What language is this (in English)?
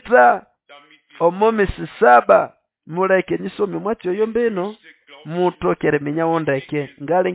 Nande